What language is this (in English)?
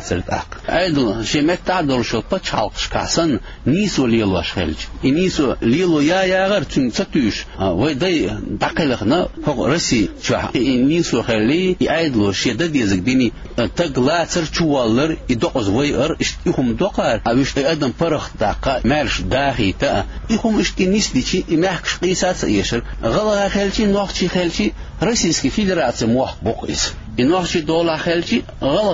Chechen